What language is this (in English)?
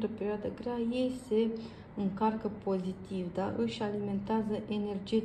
Romanian